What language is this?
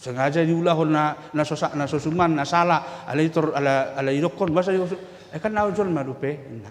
Batak Toba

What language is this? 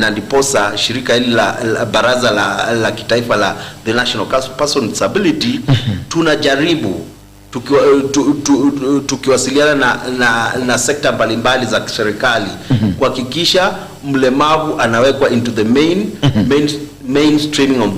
Gusii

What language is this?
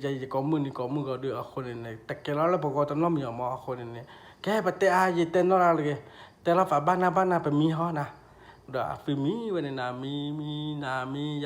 S'gaw Karen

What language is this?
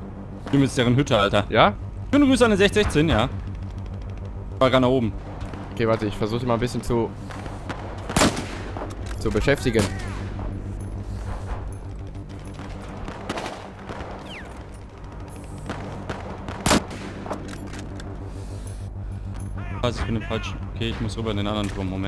German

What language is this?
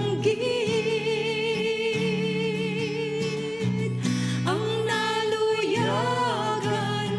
Hiligaynon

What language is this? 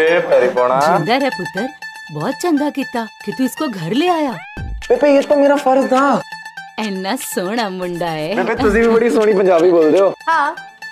Hindi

